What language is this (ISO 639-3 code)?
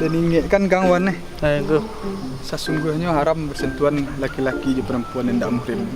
min